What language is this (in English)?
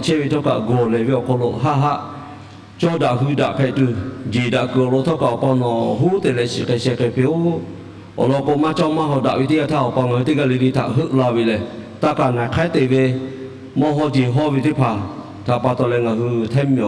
Lahu